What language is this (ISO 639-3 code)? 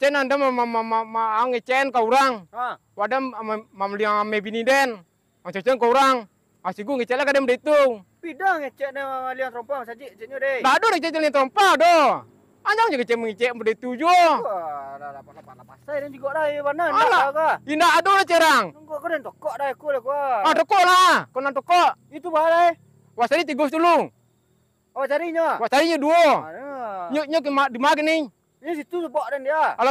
min